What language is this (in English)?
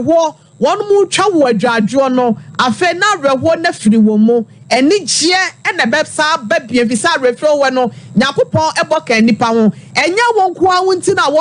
Akan